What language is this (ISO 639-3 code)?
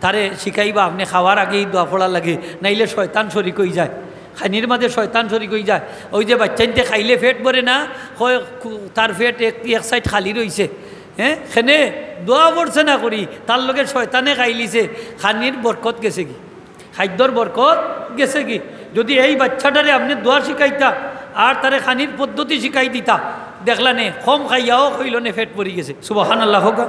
syl